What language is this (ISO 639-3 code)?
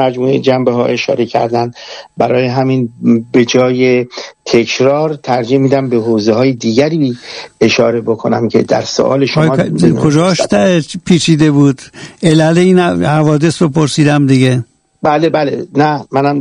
fas